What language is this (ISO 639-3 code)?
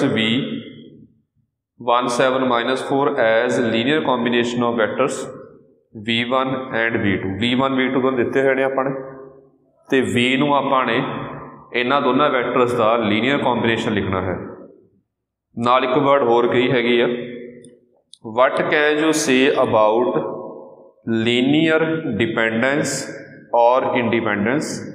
pan